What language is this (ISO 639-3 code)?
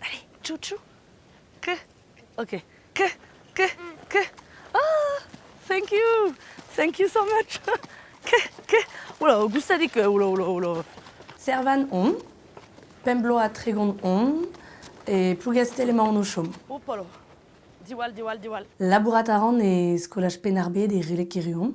bre